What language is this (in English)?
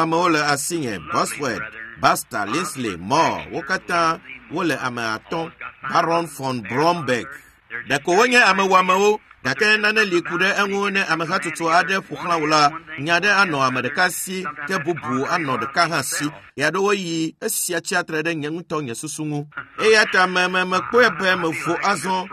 Ewe